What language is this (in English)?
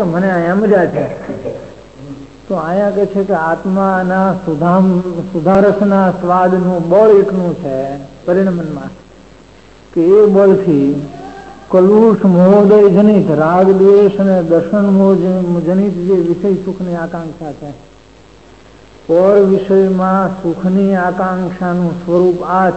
Gujarati